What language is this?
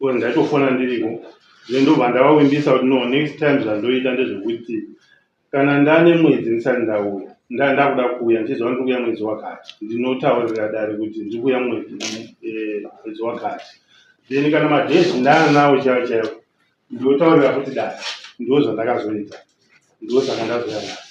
Shona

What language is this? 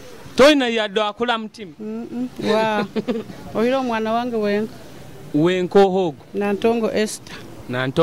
Nyoro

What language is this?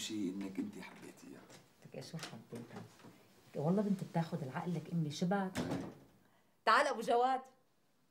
North Levantine Arabic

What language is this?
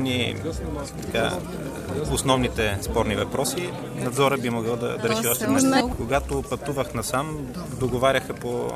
Bulgarian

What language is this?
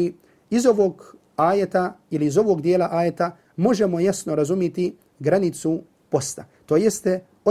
Bosnian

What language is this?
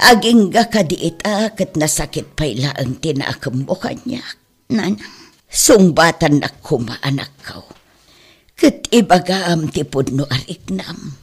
Iloko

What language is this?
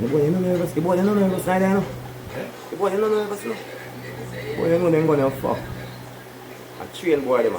Jamaican Creole English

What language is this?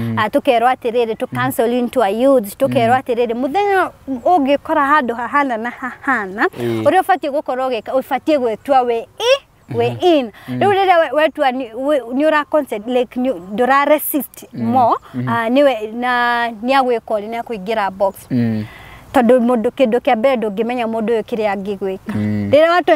Kikuyu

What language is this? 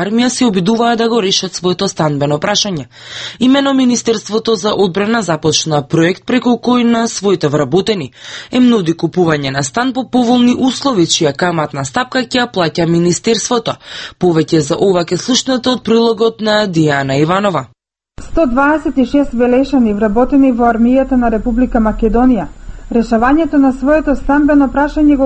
Macedonian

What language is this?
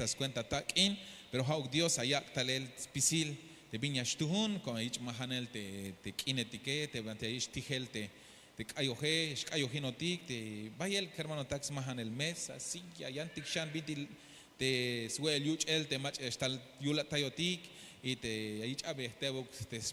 Tzeltal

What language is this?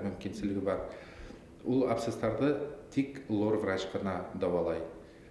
Bashkir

